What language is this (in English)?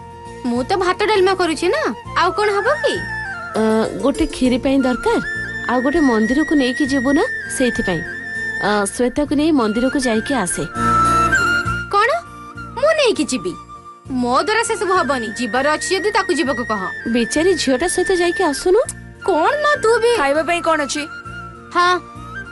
Odia